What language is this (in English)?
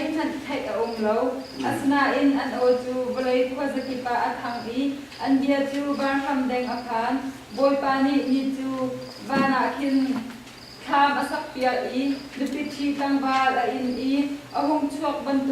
Hakha Chin